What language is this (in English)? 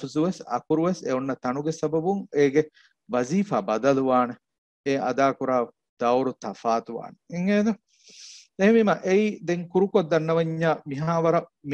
Divehi